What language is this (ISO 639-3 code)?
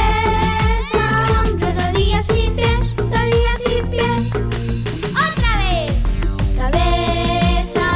spa